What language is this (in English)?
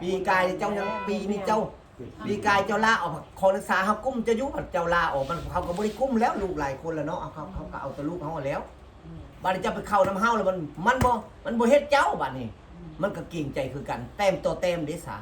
Northeastern Thai